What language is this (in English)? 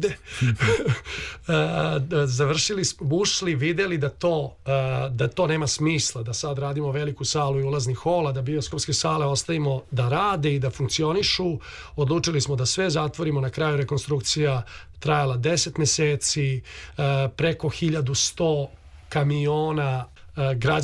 Serbian